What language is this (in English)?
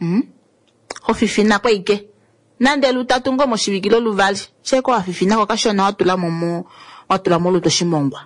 Kuanyama